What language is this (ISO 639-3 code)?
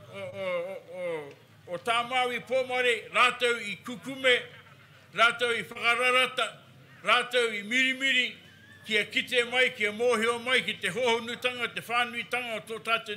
mri